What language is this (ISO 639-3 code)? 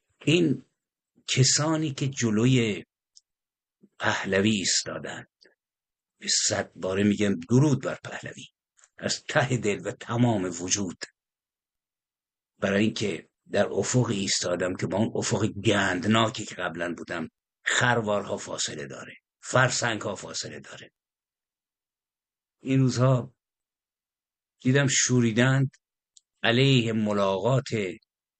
fas